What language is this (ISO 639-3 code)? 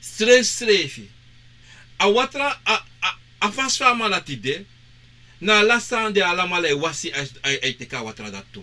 srn